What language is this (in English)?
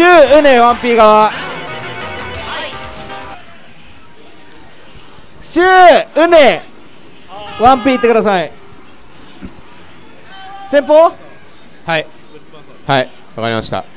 Japanese